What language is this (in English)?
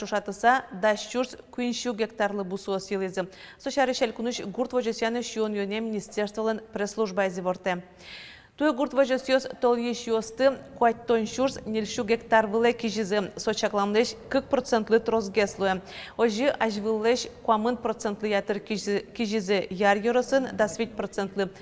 Udmurt